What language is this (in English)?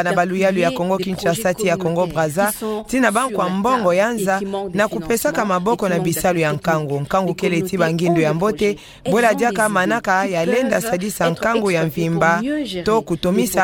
Kituba (Democratic Republic of Congo)